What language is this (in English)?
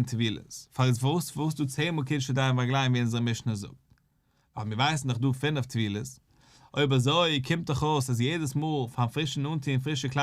Yiddish